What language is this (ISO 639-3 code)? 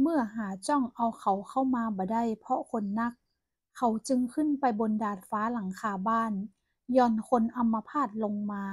nod